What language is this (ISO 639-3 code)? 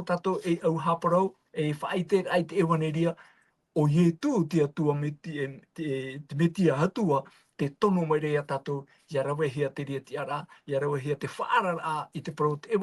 tah